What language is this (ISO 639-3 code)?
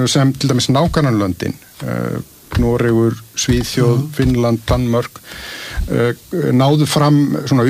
isl